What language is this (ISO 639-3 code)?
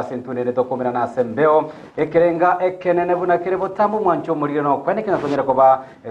guz